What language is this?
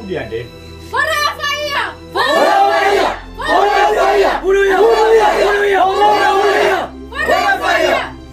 Nias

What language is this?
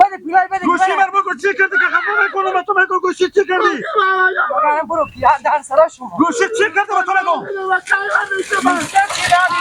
Persian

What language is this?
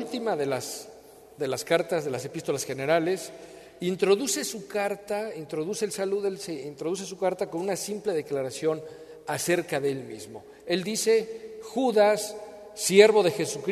Spanish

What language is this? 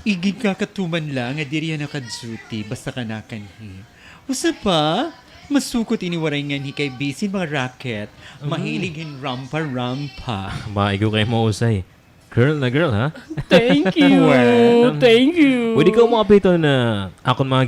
Waray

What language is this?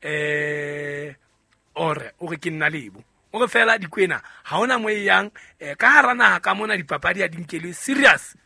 Southern Sotho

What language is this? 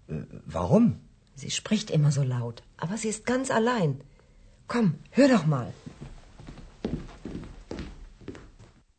Ukrainian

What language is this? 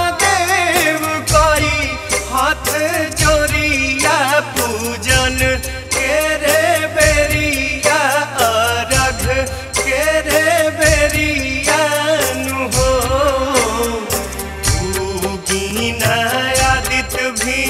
Bhojpuri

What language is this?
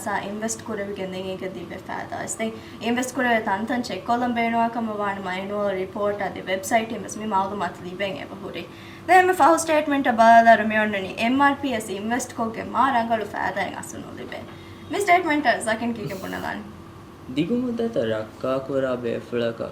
Divehi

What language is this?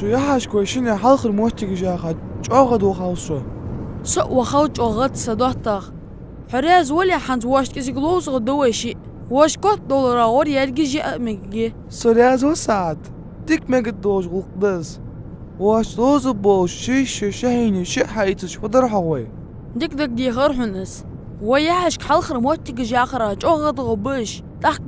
Ingush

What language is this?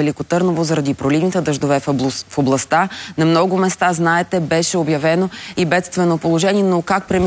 Bulgarian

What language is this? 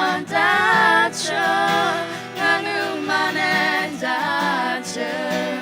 Akha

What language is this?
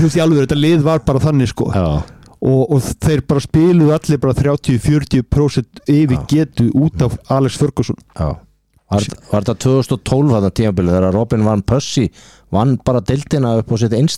Icelandic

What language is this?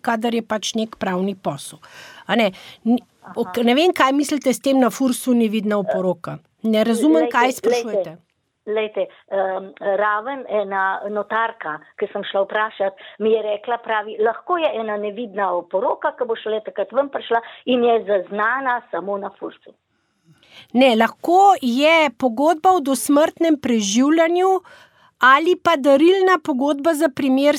Slovenian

